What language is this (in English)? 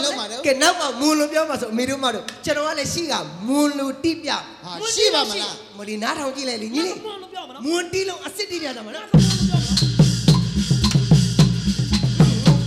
Burmese